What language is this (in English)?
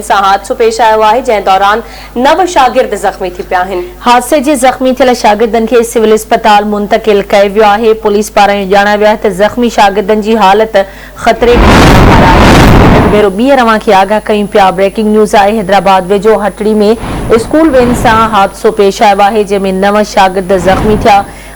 Sindhi